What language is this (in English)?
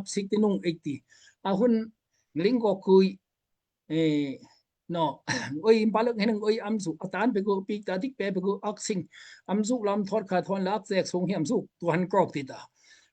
Daai Chin